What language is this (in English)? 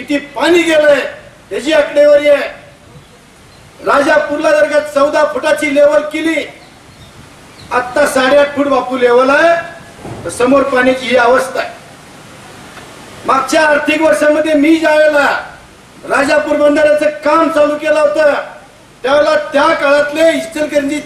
Marathi